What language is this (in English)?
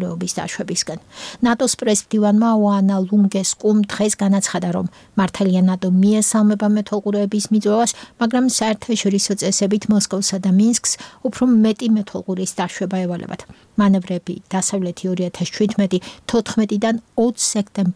Georgian